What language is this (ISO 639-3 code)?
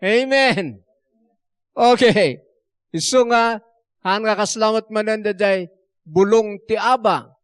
ilo